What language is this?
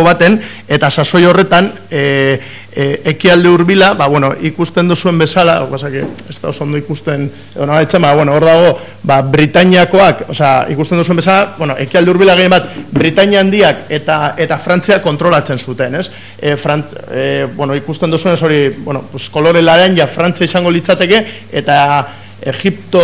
Basque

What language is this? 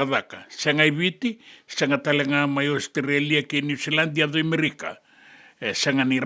Fijian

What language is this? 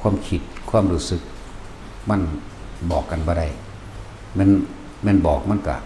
Northeastern Thai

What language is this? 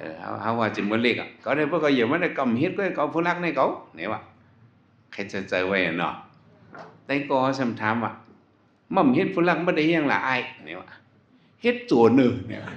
Shan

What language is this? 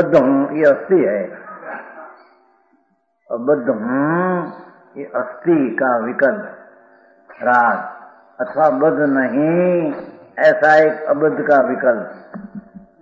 Hindi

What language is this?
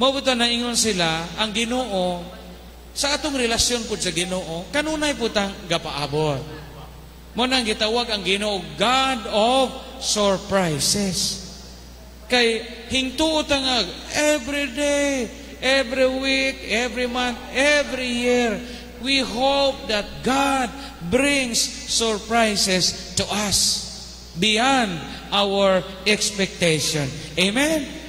Cebuano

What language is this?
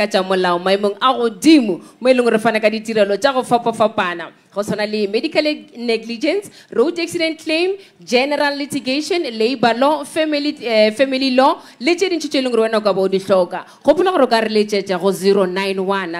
Northern Sotho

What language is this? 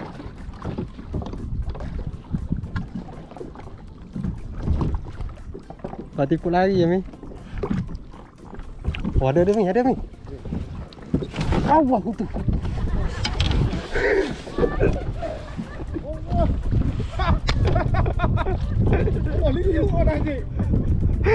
Malay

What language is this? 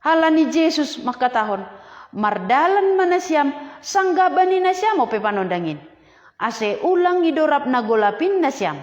Batak Simalungun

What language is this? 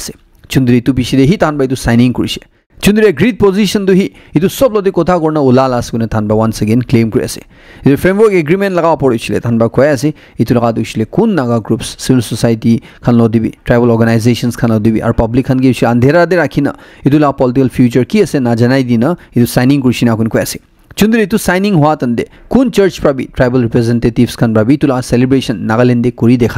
Naga Pidgin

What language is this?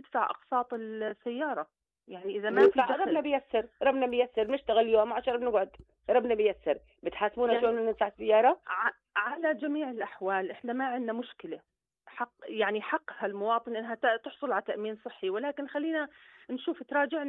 North Levantine Arabic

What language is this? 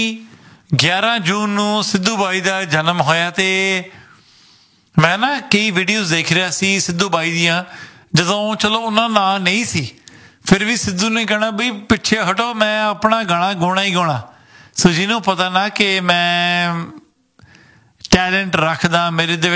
Punjabi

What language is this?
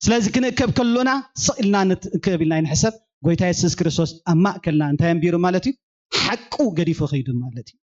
Tigrinya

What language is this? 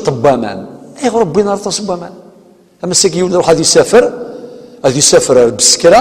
Kabyle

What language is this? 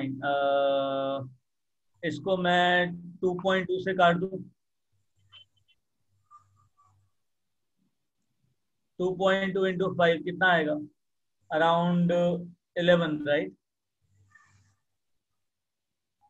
Hindi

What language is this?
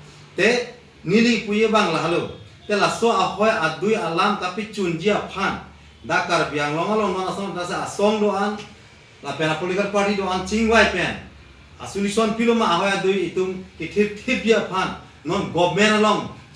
Karbi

